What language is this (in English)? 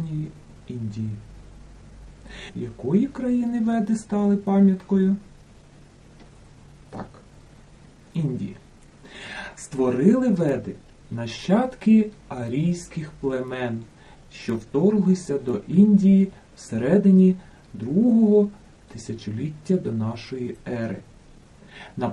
Ukrainian